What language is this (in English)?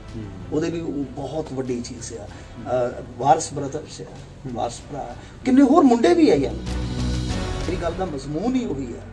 Punjabi